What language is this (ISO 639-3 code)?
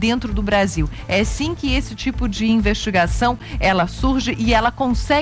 por